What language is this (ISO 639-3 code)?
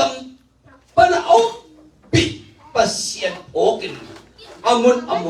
ctd